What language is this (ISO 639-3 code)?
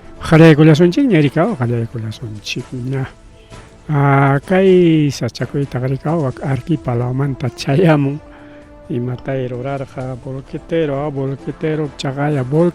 quy